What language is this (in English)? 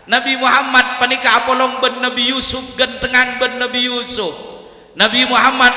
Madurese